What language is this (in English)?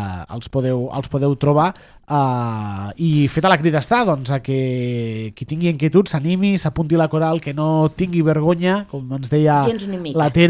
Catalan